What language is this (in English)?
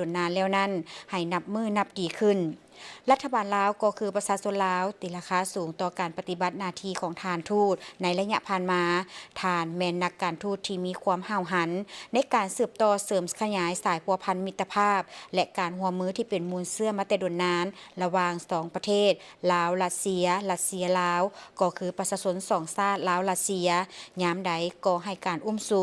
Lao